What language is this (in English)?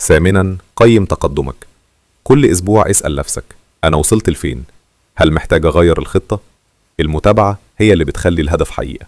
Egyptian Arabic